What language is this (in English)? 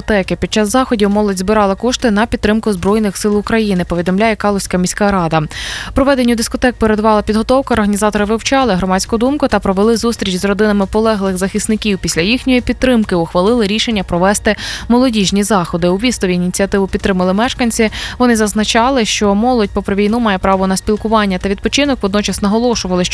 Ukrainian